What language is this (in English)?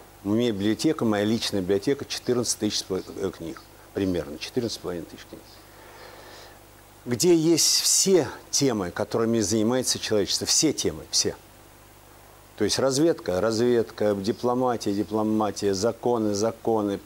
Russian